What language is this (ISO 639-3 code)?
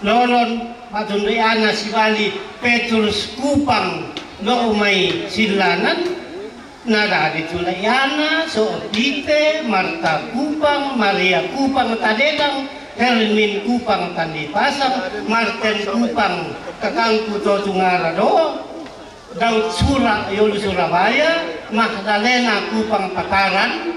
sda